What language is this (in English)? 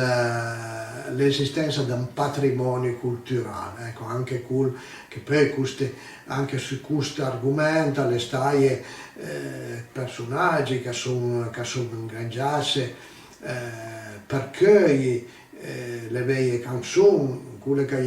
Piedmontese